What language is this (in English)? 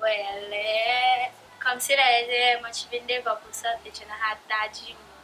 Seselwa Creole French